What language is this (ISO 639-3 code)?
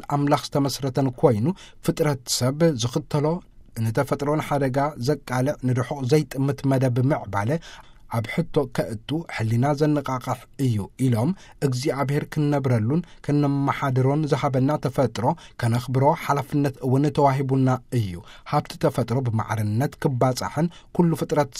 tir